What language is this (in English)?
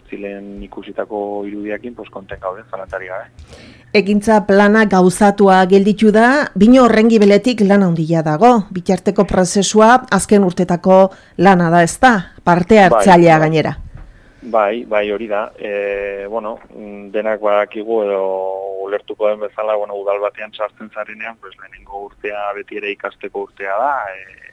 Basque